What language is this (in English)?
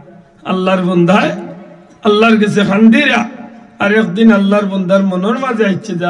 Sylheti